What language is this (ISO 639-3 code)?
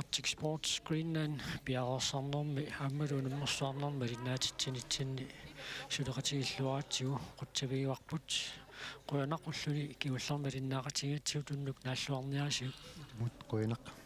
kal